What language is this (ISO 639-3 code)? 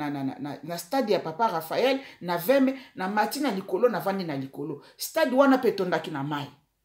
lin